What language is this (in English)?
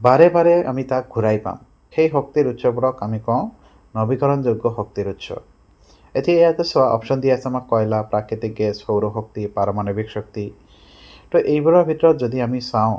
Assamese